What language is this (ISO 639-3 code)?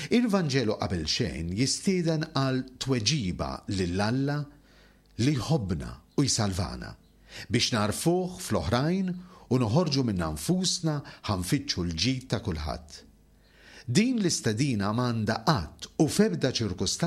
mlt